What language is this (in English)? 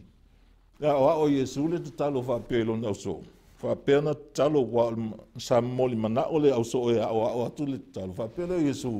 Samoan